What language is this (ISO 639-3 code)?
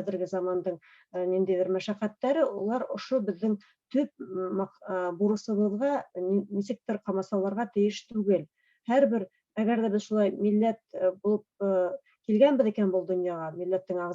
bak